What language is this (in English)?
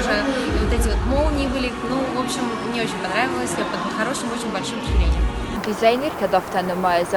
Ossetic